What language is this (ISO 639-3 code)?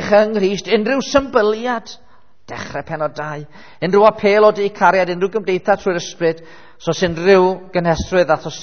cym